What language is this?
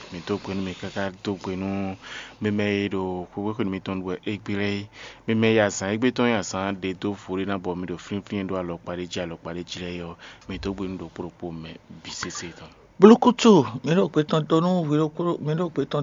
Fon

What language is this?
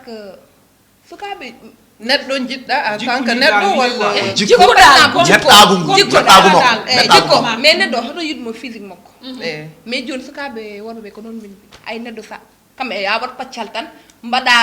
Fula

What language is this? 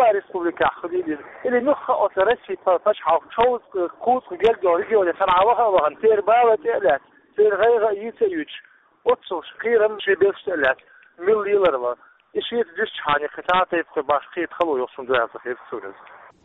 Chechen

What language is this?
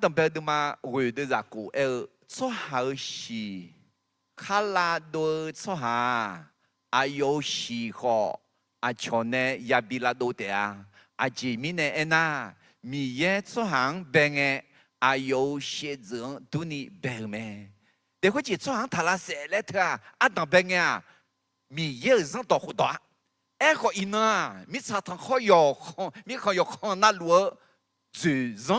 Akha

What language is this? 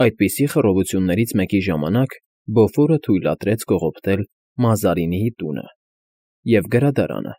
Armenian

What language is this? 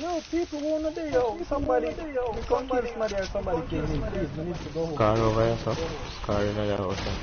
Jamaican Creole English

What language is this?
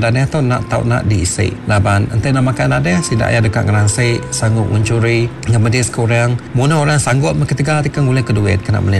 Iban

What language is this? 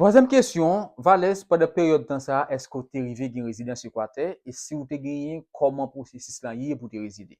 Haitian Creole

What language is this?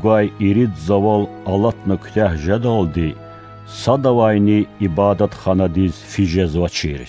Lezghian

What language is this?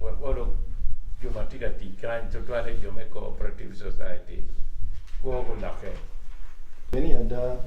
Acoli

